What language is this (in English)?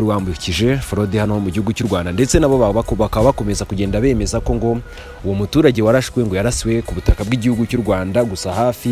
Kinyarwanda